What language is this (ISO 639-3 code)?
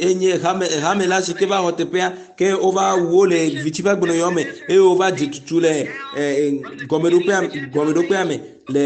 ewe